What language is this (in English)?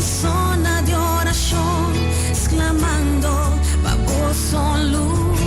Papiamento